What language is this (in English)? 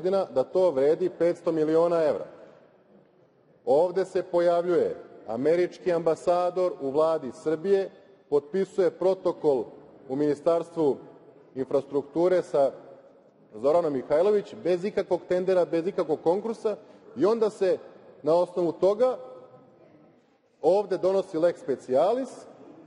Serbian